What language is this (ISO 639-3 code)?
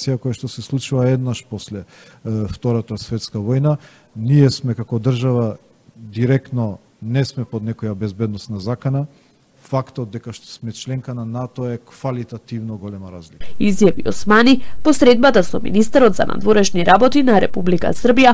mkd